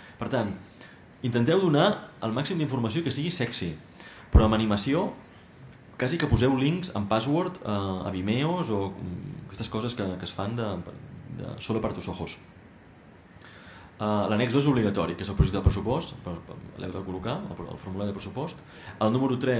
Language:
Catalan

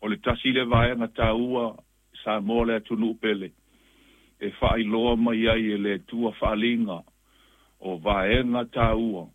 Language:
Samoan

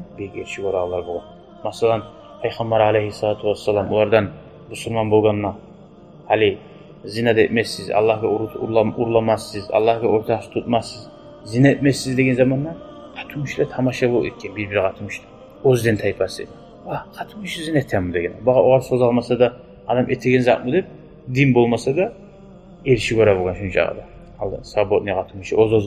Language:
Kumyk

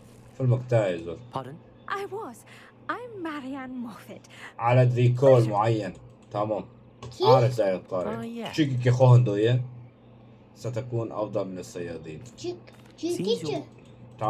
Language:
Kurdish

